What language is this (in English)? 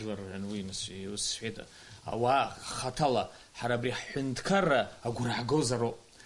Abkhazian